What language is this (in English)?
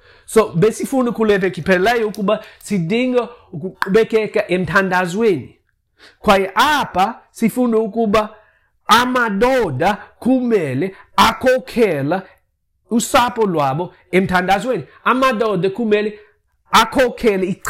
Xhosa